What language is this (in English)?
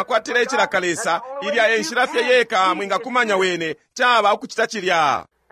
Bemba